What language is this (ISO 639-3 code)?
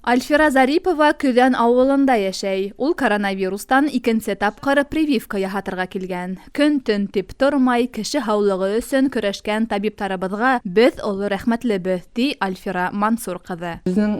bak